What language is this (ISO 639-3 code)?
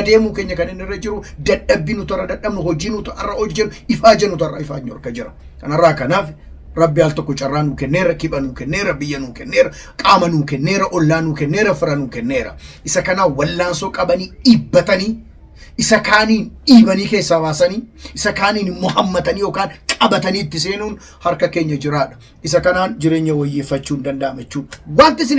orm